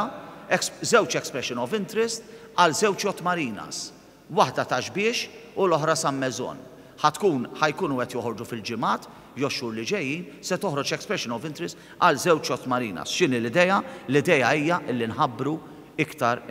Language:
Maltese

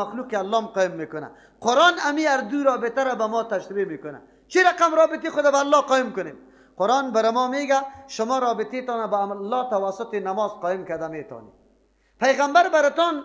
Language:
Persian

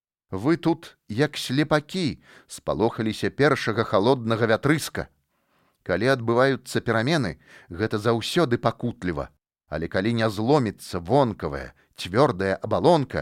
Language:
Belarusian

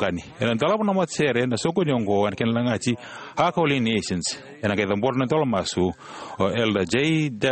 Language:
Fijian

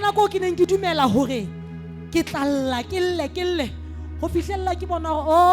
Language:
Southern Sotho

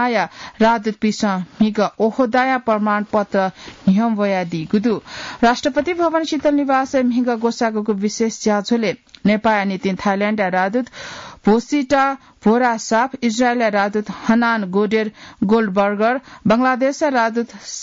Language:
Newari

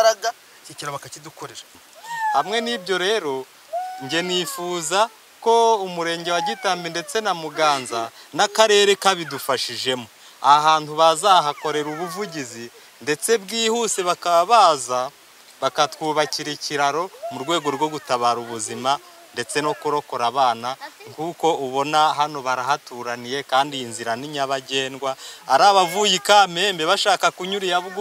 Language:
Kinyarwanda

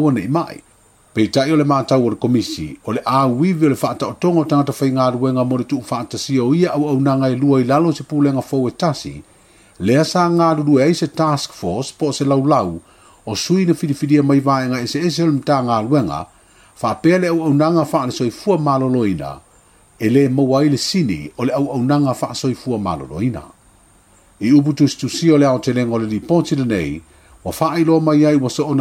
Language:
Samoan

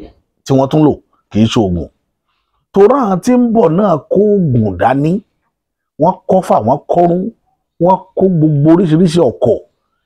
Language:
Yoruba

